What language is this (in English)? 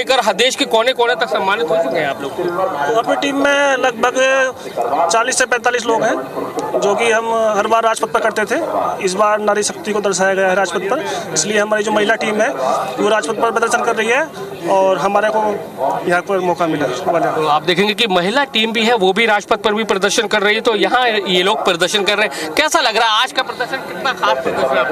Hindi